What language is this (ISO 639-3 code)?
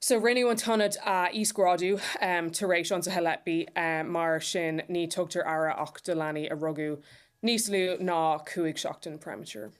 gle